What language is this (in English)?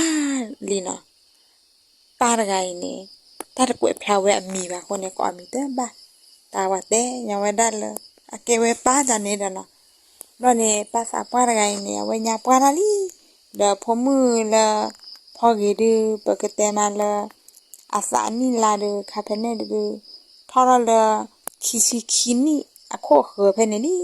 S'gaw Karen